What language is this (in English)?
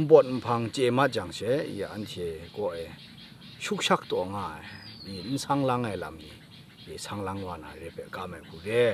Kachin